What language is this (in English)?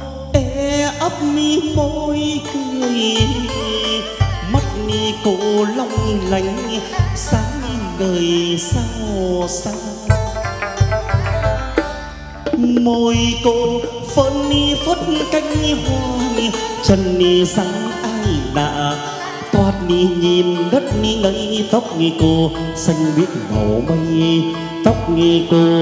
Vietnamese